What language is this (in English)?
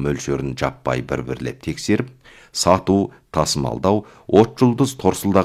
Kazakh